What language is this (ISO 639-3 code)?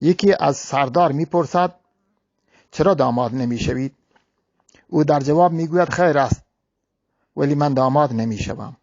bgp